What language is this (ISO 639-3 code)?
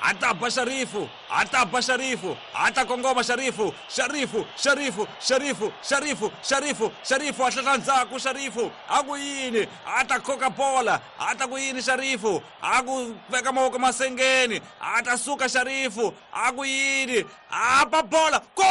tso